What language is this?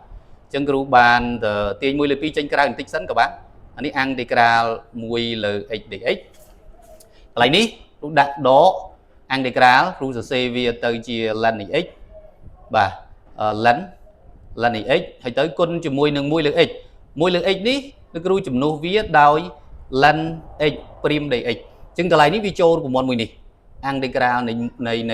Khmer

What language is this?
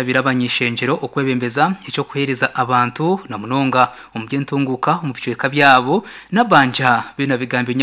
Nyankole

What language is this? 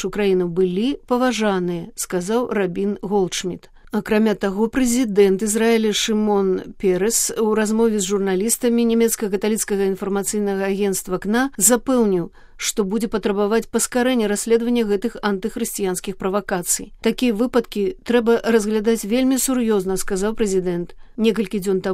Belarusian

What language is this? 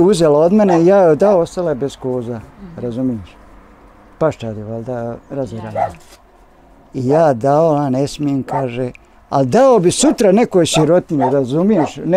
Bosnian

